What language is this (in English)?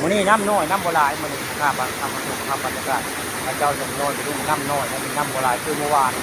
Northeastern Thai